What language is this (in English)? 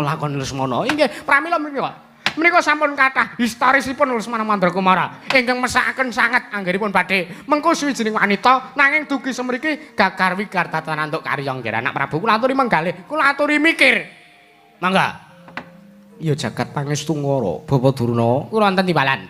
Javanese